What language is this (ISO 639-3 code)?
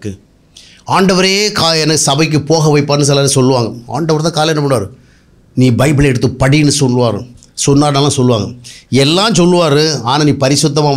tam